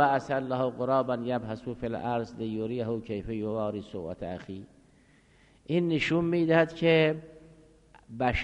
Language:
Persian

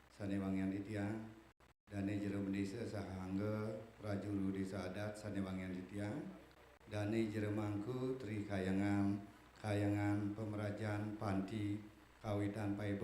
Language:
Balinese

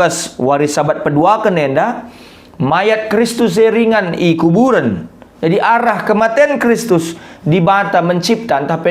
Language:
Batak Karo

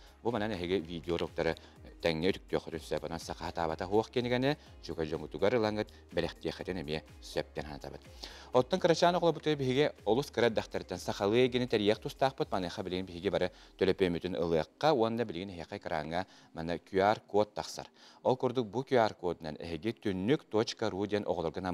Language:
Yakut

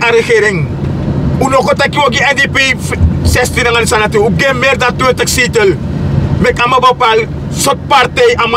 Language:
Sranan Tongo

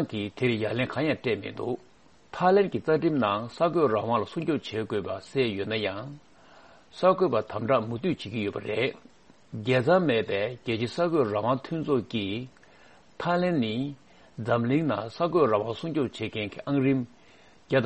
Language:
Tibetan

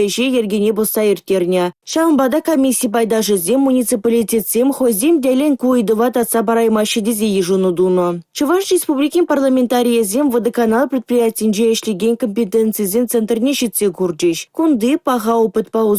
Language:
Chuvash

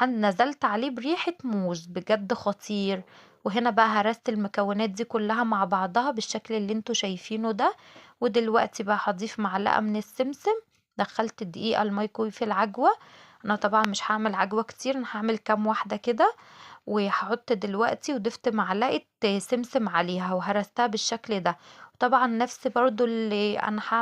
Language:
Egyptian Arabic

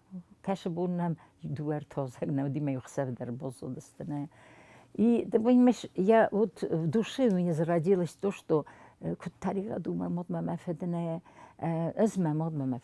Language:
Ossetic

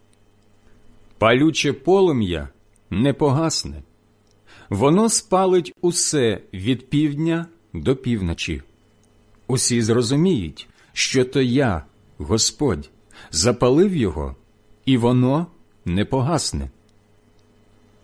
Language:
Ukrainian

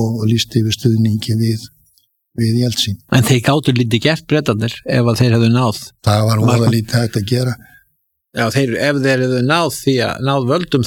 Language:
Icelandic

